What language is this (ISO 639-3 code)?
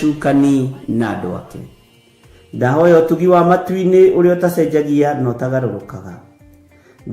kik